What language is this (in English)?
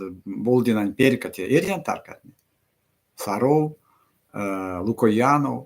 Erzya